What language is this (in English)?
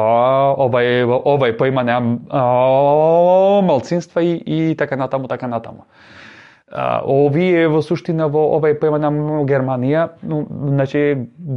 Macedonian